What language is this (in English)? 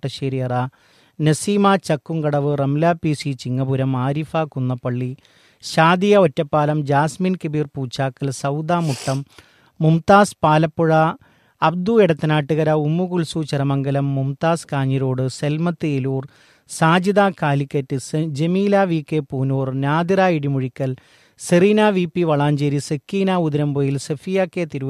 Malayalam